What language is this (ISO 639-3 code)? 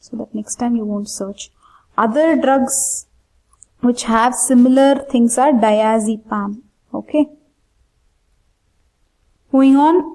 eng